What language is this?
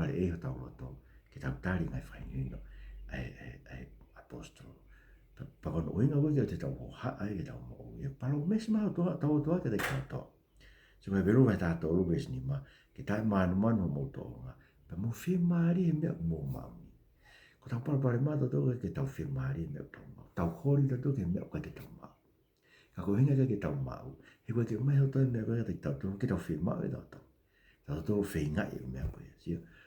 Tongan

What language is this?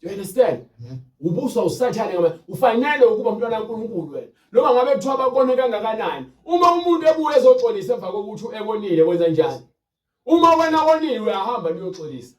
Zulu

